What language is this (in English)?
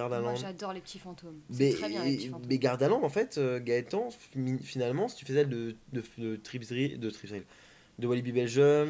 French